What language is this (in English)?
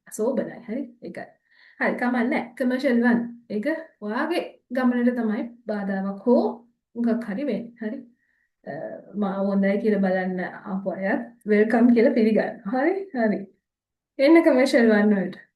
Sinhala